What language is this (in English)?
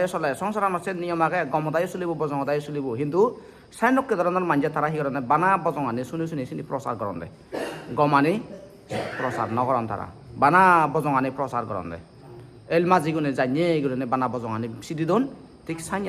Chakma